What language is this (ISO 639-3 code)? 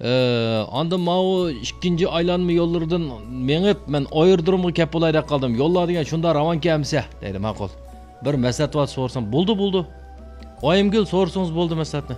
uig